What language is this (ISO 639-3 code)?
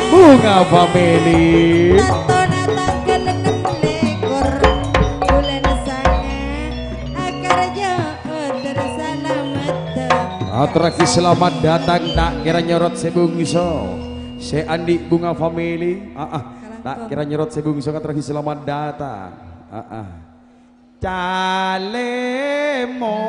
mad